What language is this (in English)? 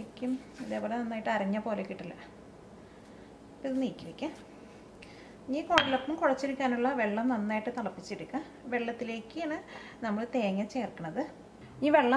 Malayalam